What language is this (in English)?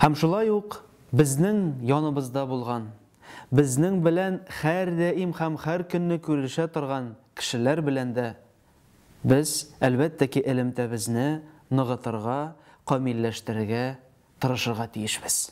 Tatar